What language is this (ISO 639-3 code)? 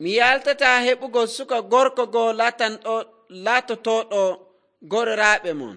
fuv